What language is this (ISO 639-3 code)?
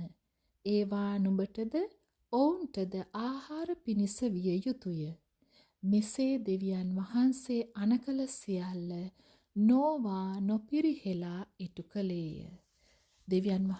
sin